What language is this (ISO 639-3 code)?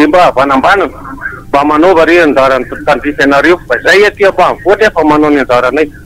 mlg